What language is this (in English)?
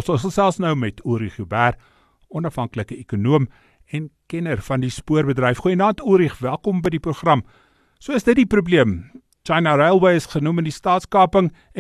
Afrikaans